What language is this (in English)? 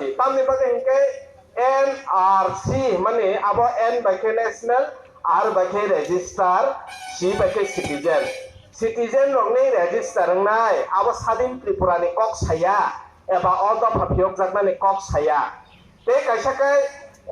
Kok Borok